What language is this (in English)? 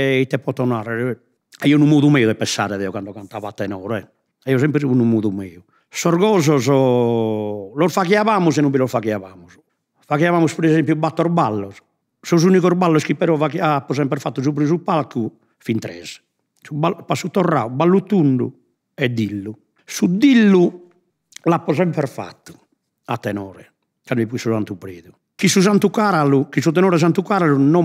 Sardinian